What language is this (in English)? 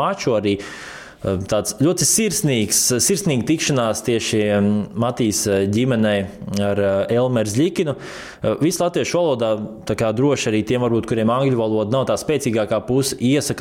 Latvian